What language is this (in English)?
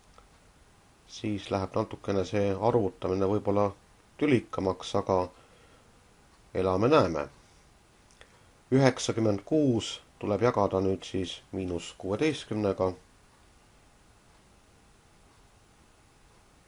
Estonian